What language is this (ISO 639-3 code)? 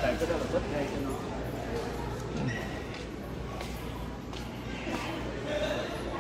vie